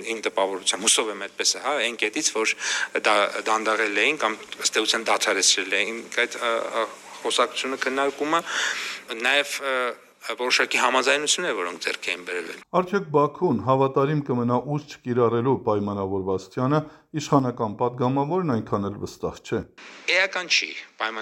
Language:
Armenian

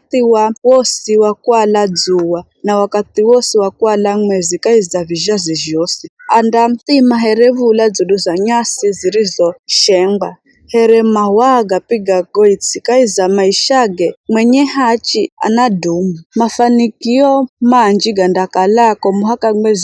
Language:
Giryama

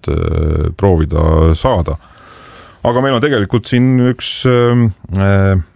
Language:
Estonian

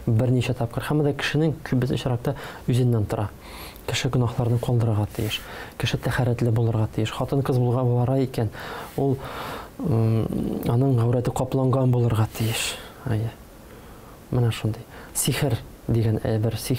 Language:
Tatar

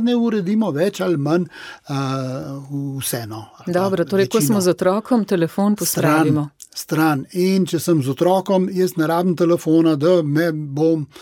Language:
Slovenian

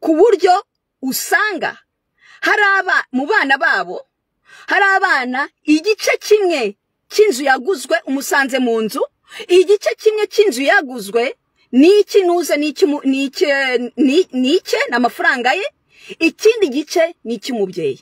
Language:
Kinyarwanda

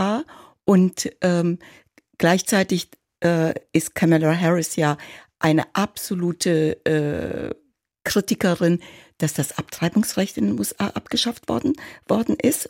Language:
German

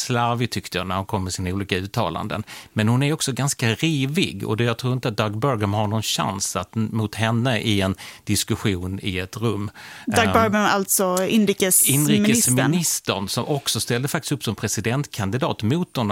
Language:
Swedish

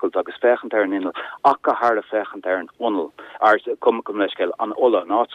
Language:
Irish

